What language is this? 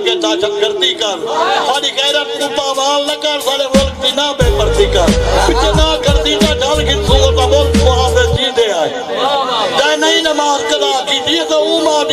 Saraiki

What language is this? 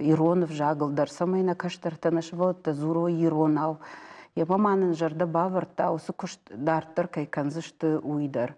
Ossetic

